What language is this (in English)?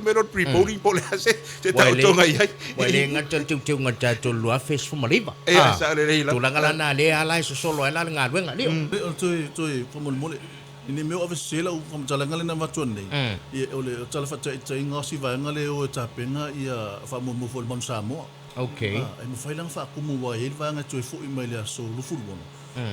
Samoan